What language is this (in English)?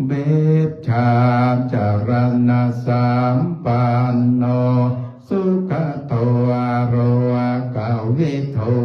Pali